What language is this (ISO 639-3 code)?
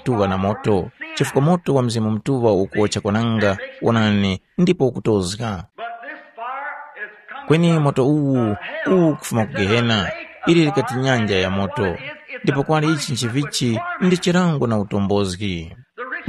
tum